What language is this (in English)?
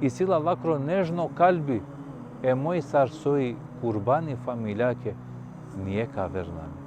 Balkan Romani